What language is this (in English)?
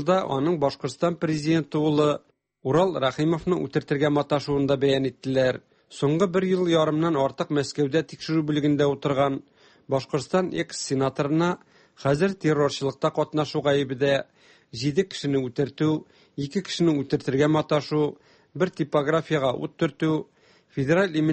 Tatar